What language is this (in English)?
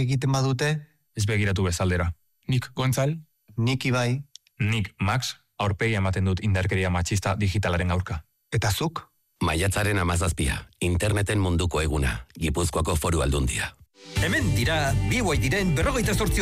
Basque